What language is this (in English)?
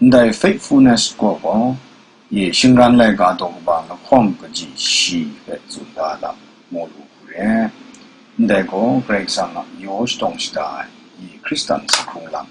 Kachin